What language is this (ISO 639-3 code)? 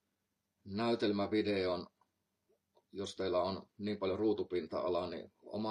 fin